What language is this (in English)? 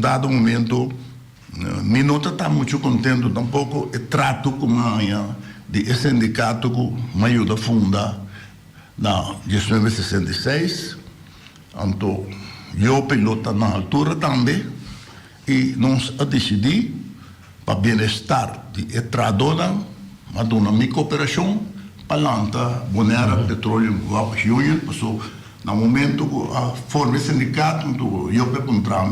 Papiamento